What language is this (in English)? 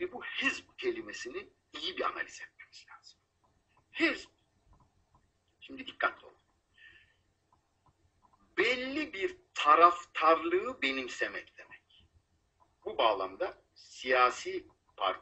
Turkish